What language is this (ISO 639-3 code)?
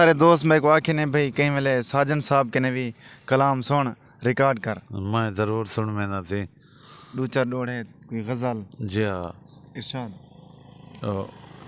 skr